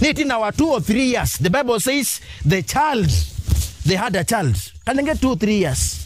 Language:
Kamba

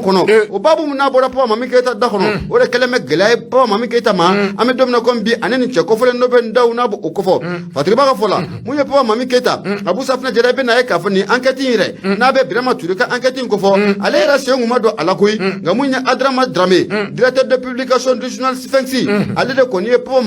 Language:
Bambara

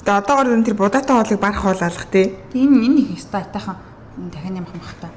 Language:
Mongolian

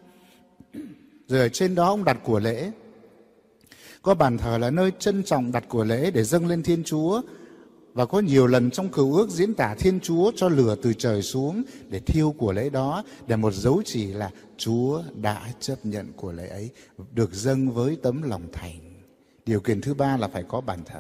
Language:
Vietnamese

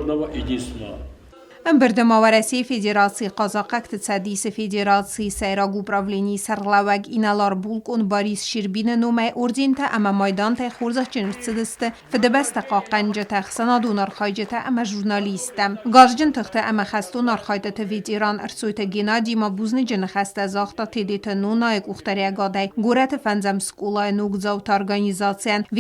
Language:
Ossetic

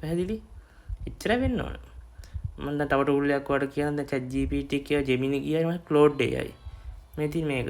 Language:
Sinhala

